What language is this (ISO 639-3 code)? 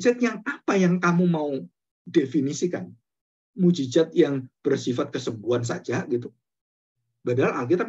ind